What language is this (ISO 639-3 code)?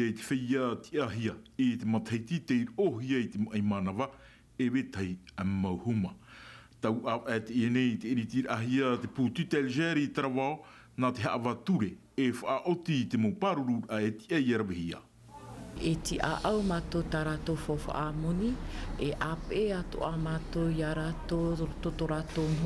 tah